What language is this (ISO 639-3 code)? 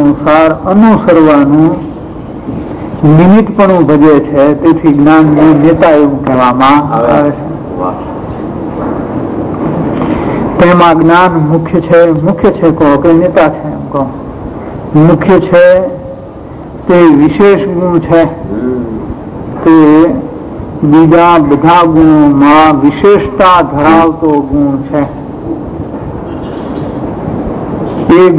guj